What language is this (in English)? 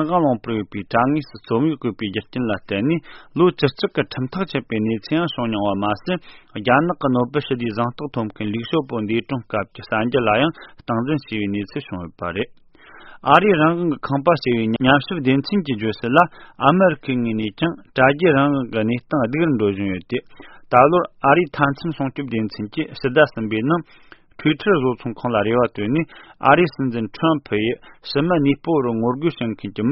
Tibetan